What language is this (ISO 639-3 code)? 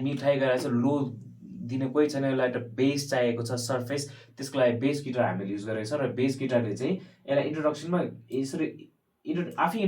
nep